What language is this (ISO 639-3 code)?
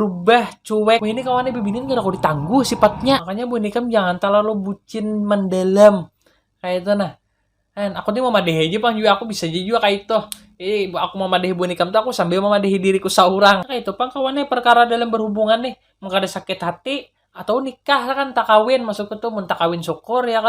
bjn